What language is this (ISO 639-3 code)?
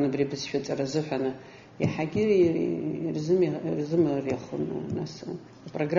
abk